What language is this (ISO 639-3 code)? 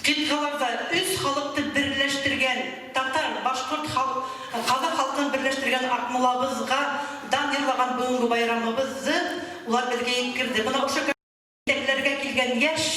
bak